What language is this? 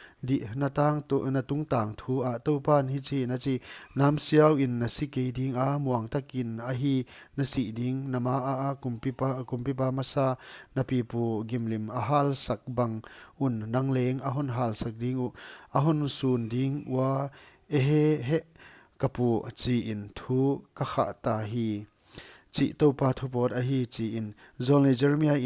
Paite Chin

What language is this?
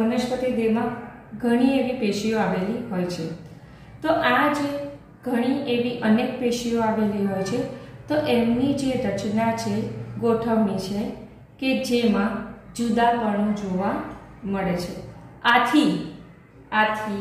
Gujarati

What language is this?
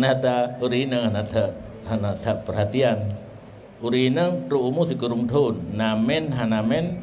Achinese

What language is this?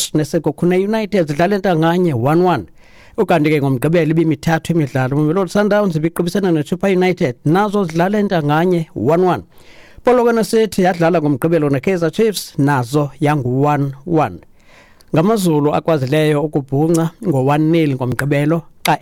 Xhosa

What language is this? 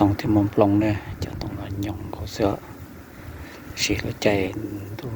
Hmong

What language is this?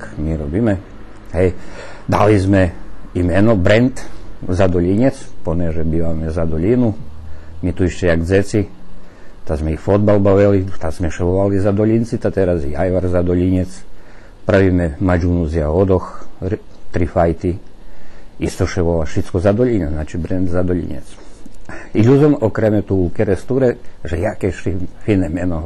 Rusyn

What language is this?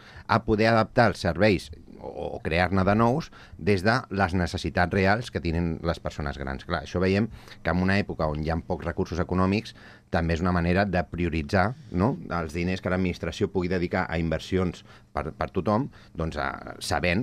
Catalan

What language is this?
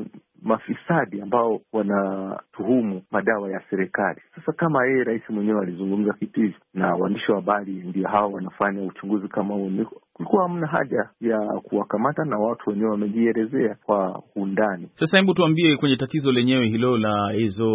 Swahili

